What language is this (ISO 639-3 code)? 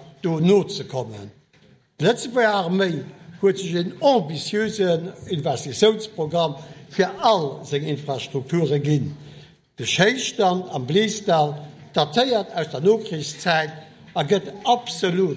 ltz